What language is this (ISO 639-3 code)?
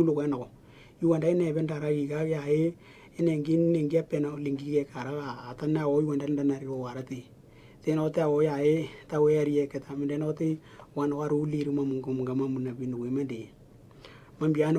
dnw